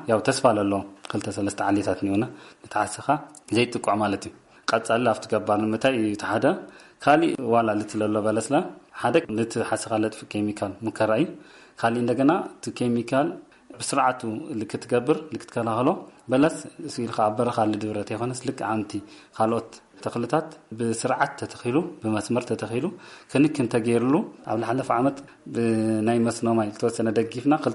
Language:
Tigrinya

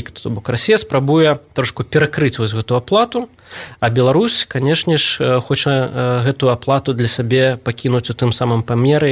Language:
Belarusian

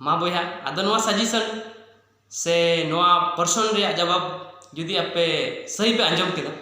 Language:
Santali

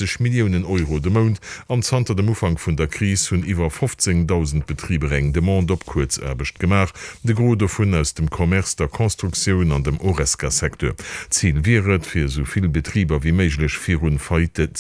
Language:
Luxembourgish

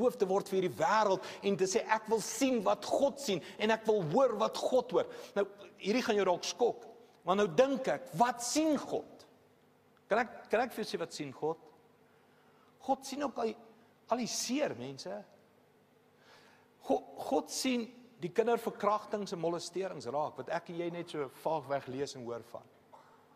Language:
Afrikaans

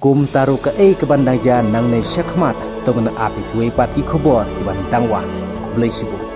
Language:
Khasi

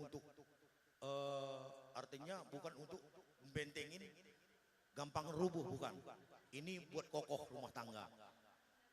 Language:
Batak Karo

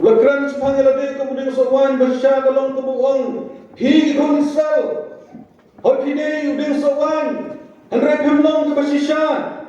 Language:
Khasi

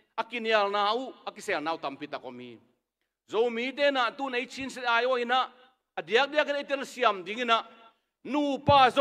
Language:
Tedim Chin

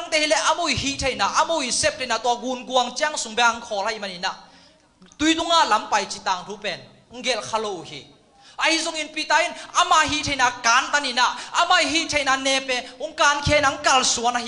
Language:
Tedim Chin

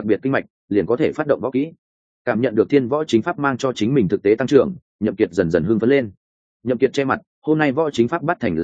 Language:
Vietnamese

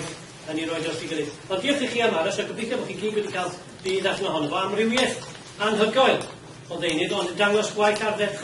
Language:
Welsh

